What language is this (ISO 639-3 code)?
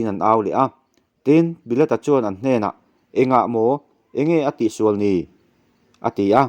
lus